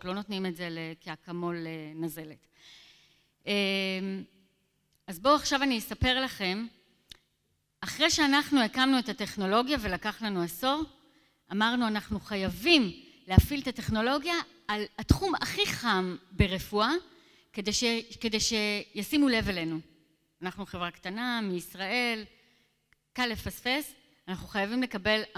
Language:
Hebrew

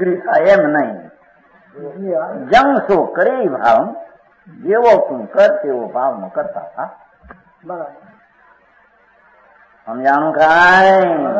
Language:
Gujarati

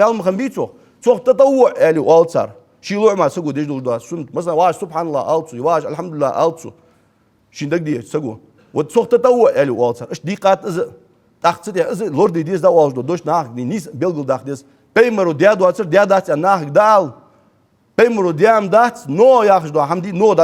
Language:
Ingush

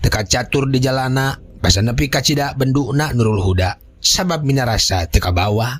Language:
Sundanese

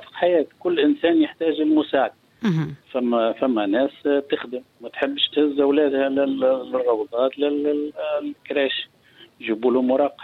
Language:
Tunisian Arabic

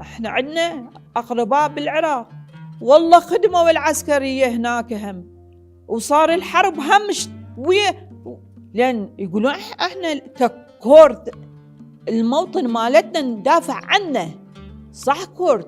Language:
Mesopotamian Arabic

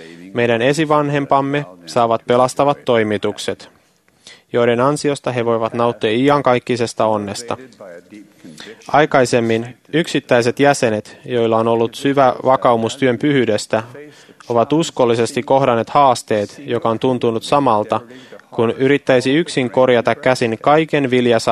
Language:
Finnish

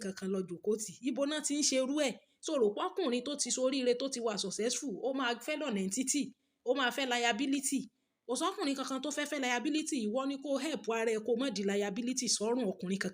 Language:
Yoruba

